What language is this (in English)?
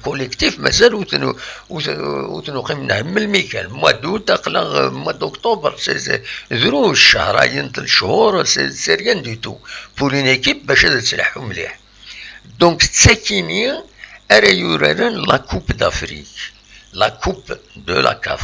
Kabyle